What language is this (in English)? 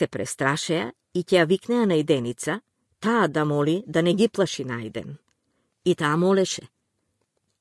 Macedonian